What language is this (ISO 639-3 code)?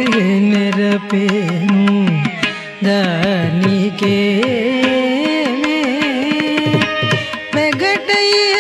tel